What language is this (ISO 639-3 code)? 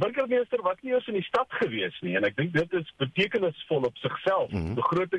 afr